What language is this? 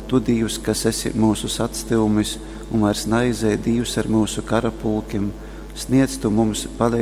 Latgalian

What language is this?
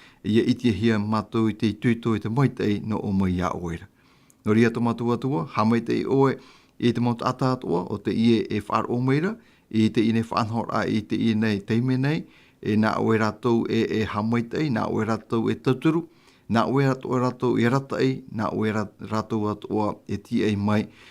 Tahitian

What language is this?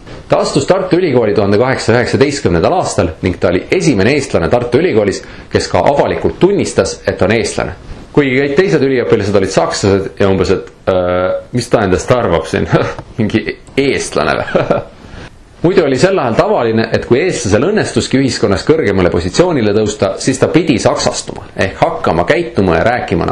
Estonian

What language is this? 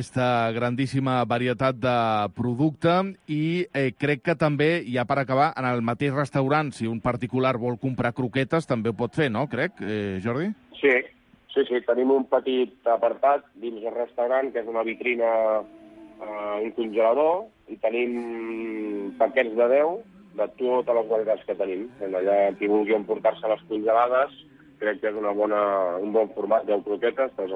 Catalan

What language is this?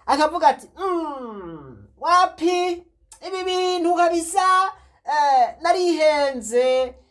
Rundi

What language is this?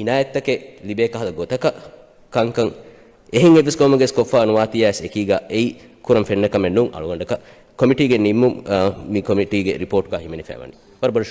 Divehi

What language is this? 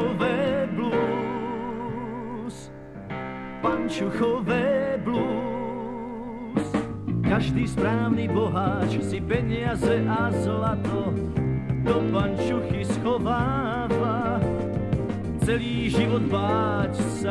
Slovak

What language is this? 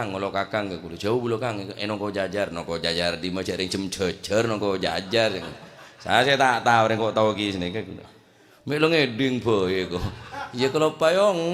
Madurese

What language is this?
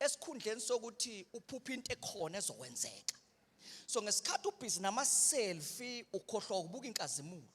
Zulu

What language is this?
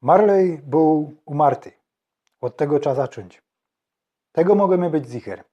Silesian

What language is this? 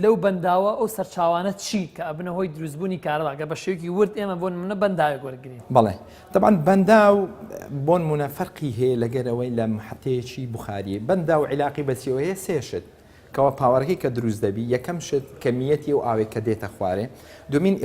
Central Kurdish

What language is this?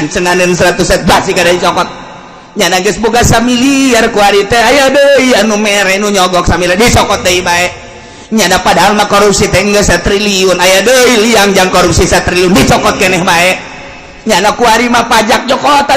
Sundanese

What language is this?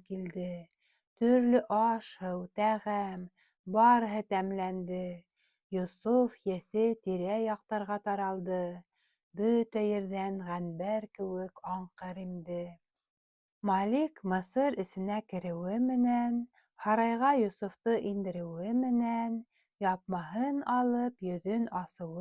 Bashkir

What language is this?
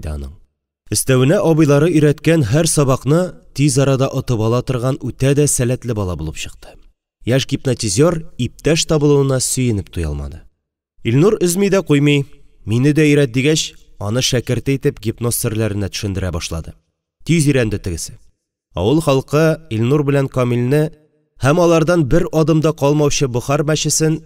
Tatar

